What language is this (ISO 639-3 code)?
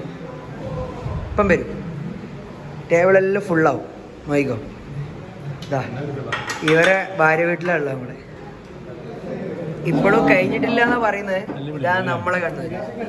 mal